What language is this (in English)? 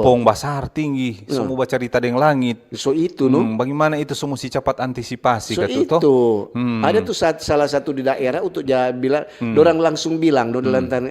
Manado Malay